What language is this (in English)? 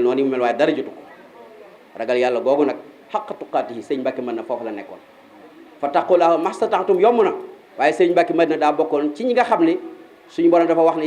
Wolof